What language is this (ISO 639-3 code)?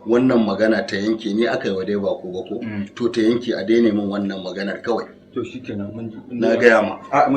hau